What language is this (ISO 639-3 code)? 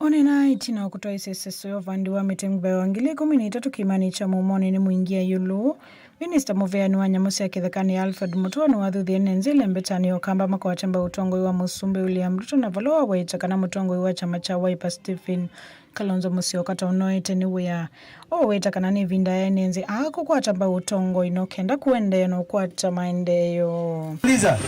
kam